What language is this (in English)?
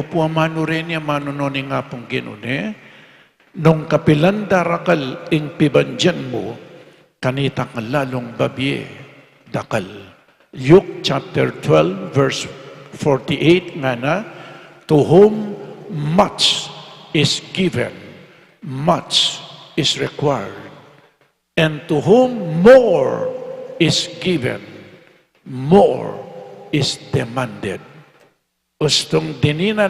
Pampanga